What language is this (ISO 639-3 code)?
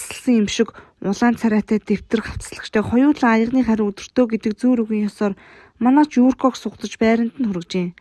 mon